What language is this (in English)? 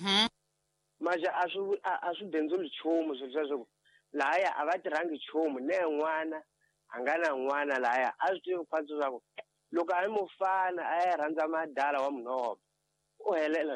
Tsonga